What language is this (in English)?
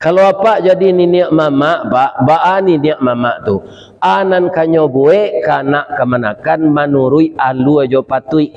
Minangkabau